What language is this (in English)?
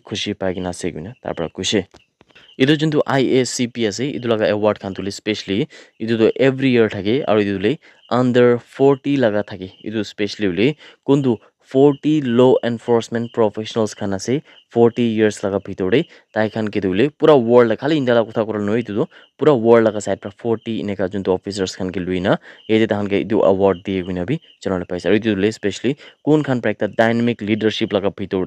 Naga Pidgin